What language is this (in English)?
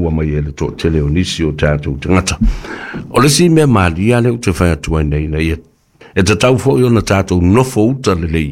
Samoan